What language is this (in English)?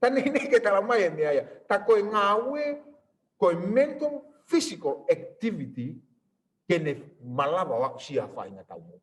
Tongan